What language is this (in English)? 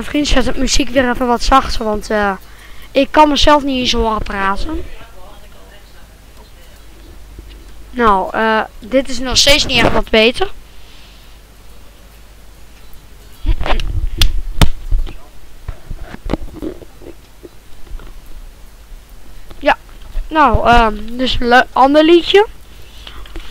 Dutch